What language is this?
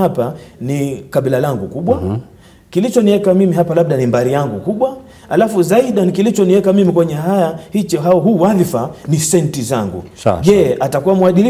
Swahili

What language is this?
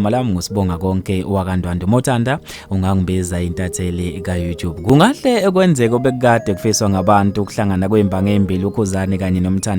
Zulu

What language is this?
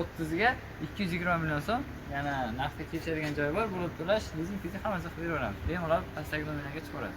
Uzbek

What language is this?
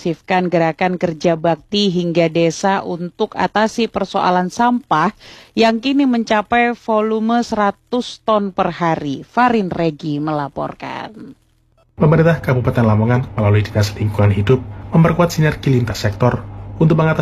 Indonesian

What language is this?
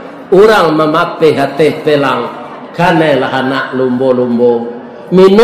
Minangkabau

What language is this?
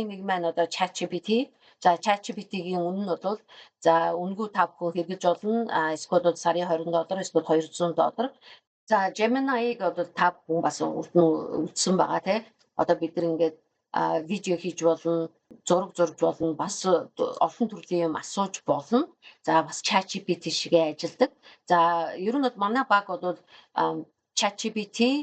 Mongolian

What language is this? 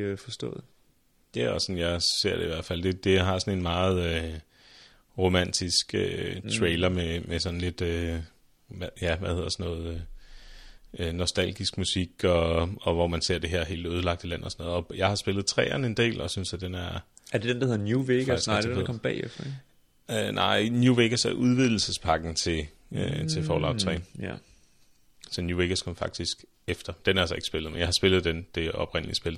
Danish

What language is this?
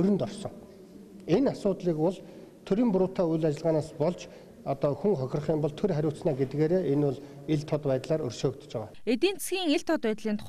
Mongolian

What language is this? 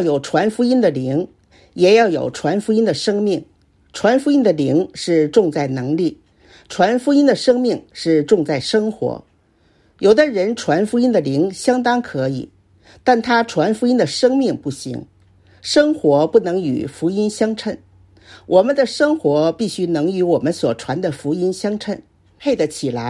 Chinese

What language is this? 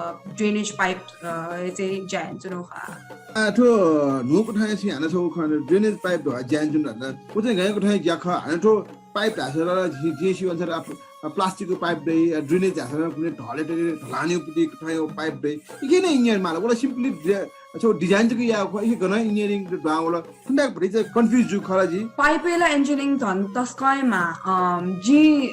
Newari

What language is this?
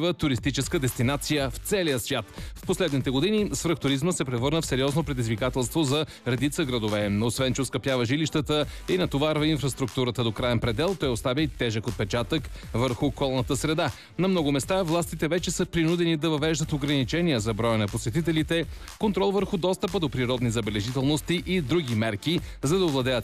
Bulgarian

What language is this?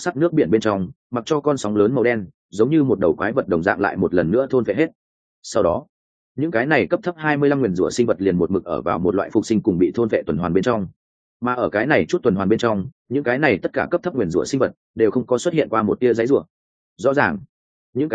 Vietnamese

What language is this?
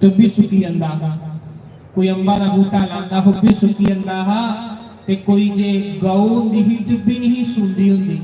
Dogri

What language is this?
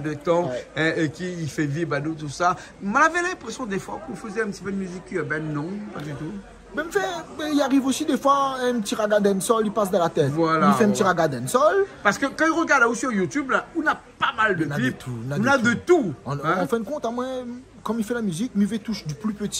Réunion Creole French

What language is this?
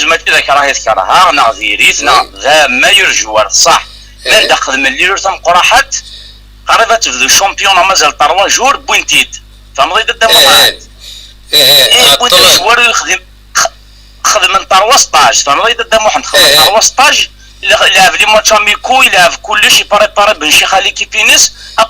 Kabyle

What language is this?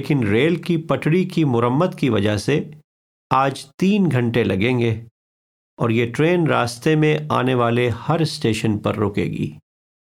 Urdu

